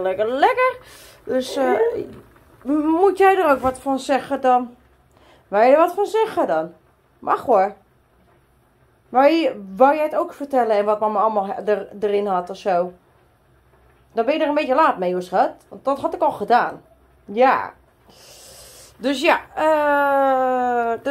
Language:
Dutch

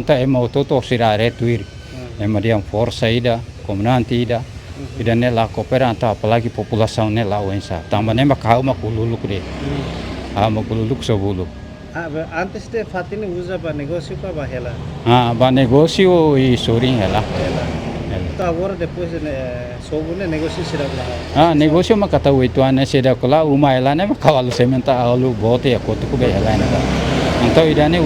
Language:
Tetum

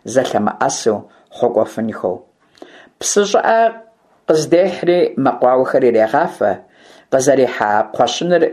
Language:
Kabardian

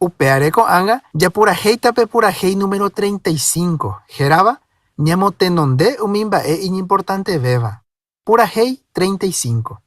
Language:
Guarani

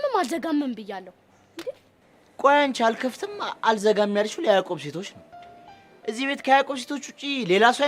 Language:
Amharic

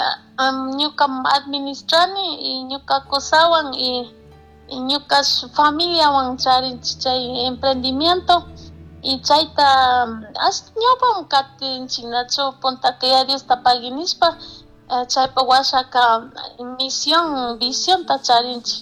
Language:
Chimborazo Highland Quichua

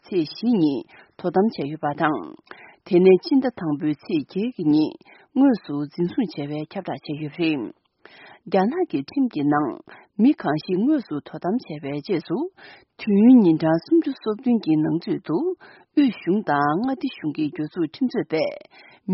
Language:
Tibetan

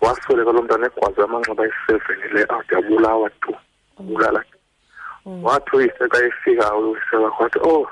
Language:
Xhosa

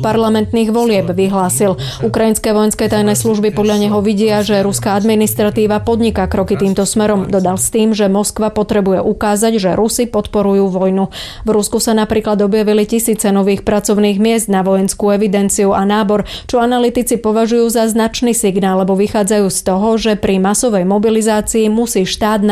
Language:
Slovak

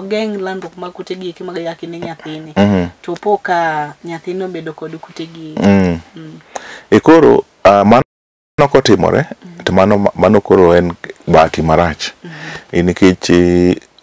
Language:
Luo (Kenya and Tanzania)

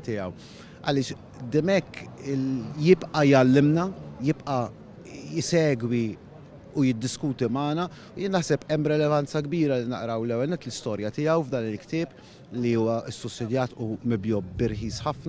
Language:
Maltese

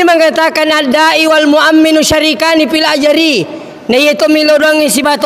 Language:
Buginese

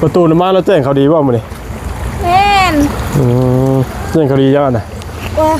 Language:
Lao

